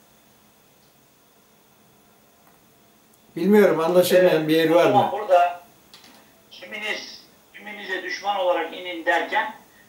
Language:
Turkish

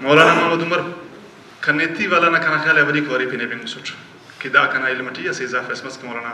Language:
Brahui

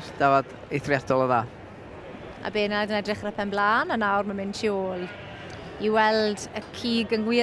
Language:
Welsh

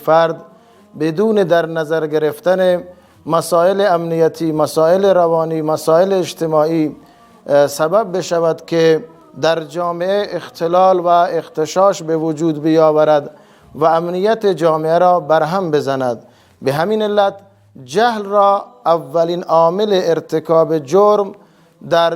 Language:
Persian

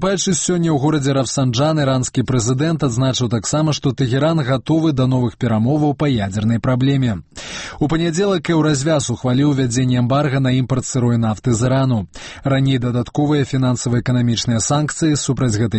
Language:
Belarusian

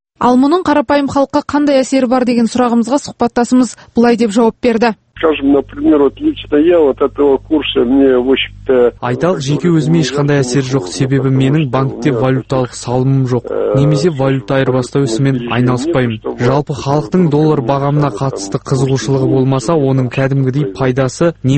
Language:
Kazakh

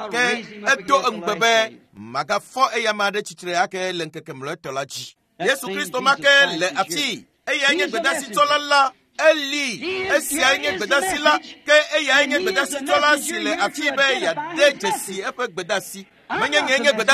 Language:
Ewe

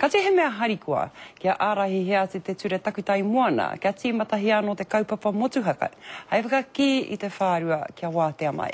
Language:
Māori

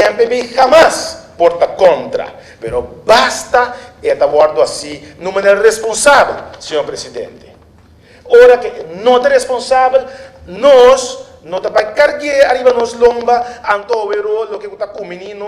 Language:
Papiamento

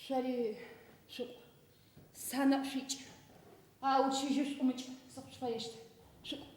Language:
Adyghe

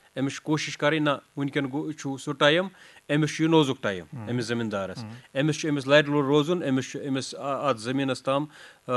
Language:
Kashmiri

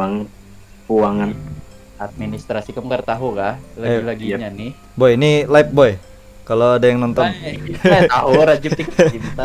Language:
Banjar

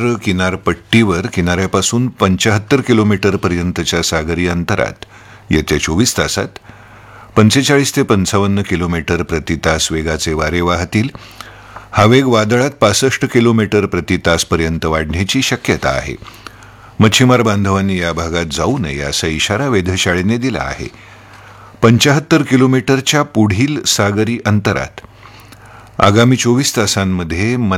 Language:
Marathi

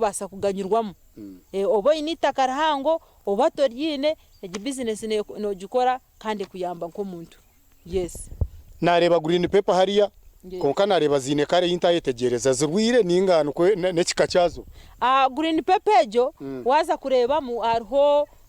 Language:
Nyankole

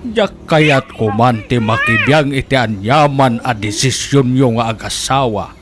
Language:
Iloko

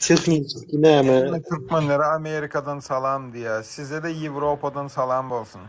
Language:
Turkmen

